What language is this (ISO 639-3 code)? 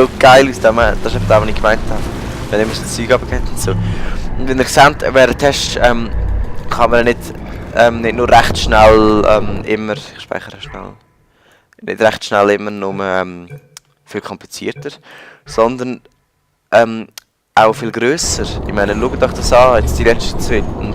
gsw